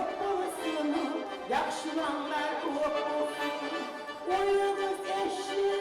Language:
Kumyk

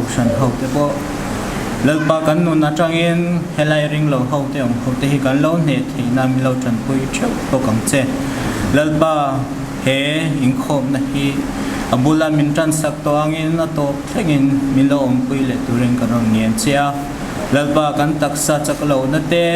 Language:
Mizo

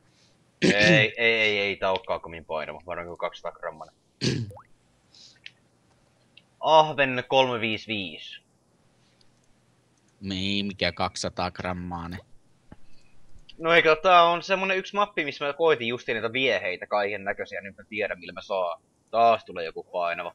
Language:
Finnish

